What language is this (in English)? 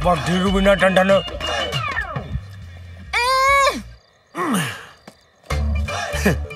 Punjabi